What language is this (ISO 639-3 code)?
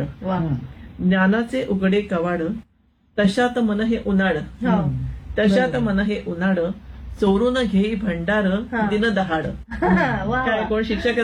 mar